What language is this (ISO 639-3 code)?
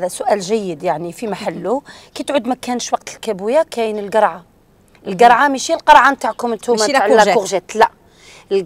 arq